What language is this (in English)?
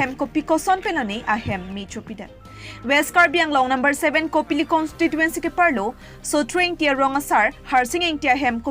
Karbi